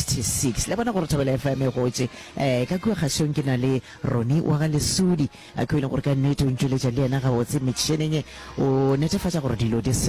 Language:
Northern Sotho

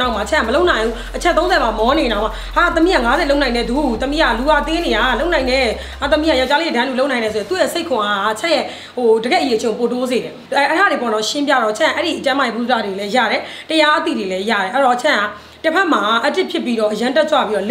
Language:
Burmese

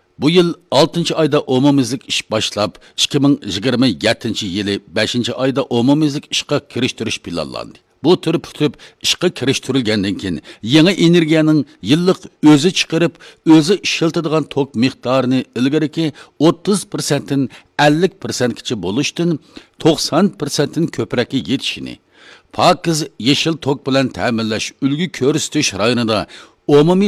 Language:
Uyghur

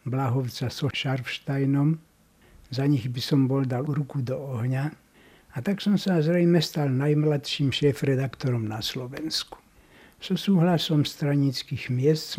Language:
Slovak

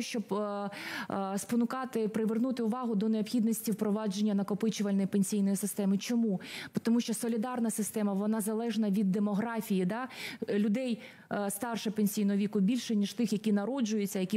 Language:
Ukrainian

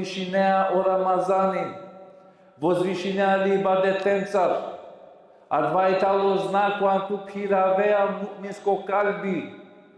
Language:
Balkan Romani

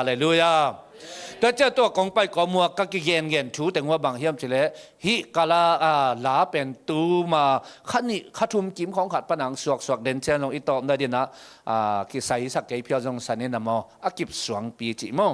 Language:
Tedim Chin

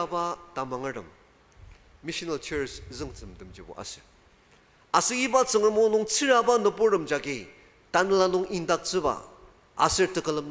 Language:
Ao Naga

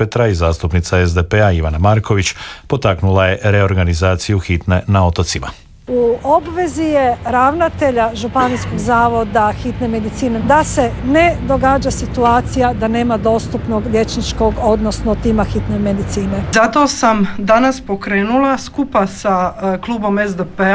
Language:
Croatian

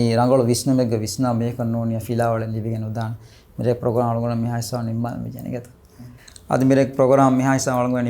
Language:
Divehi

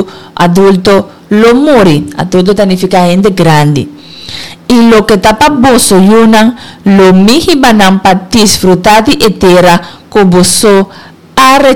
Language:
Papiamento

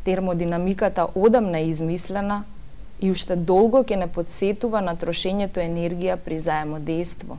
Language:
Macedonian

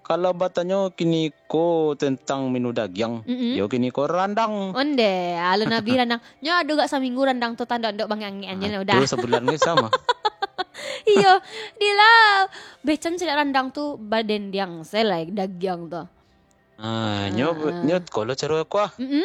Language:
Minangkabau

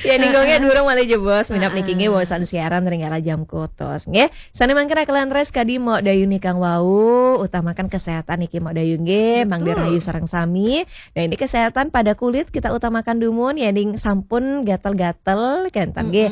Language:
Balinese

